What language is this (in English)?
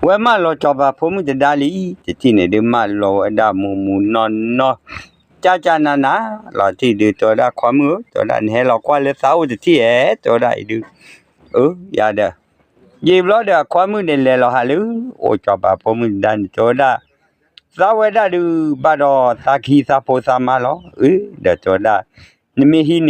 S'gaw Karen